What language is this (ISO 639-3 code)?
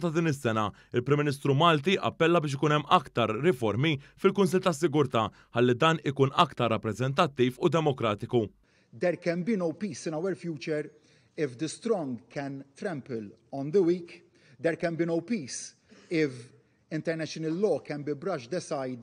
mlt